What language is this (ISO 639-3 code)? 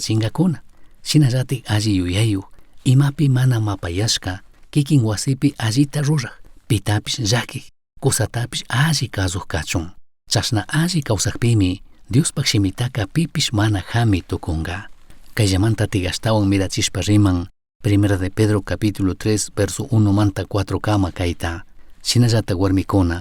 qug